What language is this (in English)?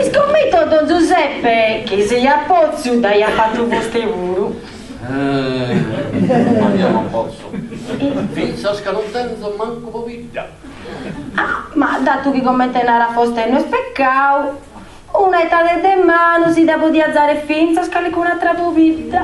Sardinian